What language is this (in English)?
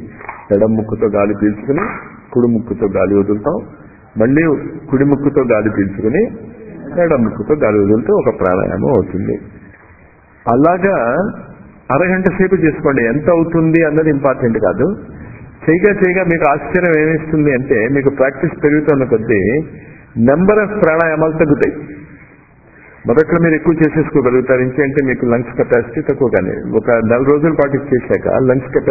Telugu